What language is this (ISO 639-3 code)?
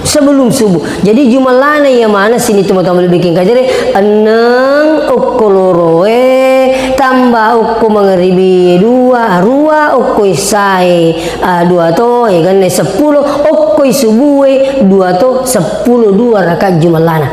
bug